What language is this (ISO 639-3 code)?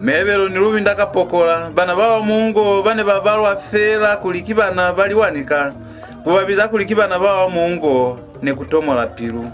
loz